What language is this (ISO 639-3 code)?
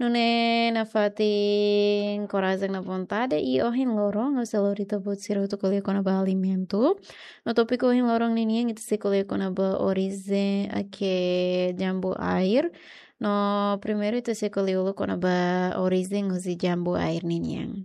tet